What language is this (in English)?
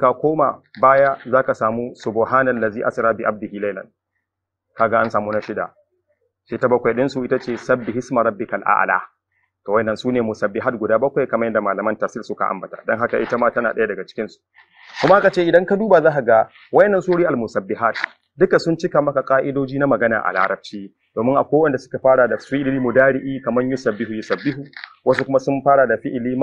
Hausa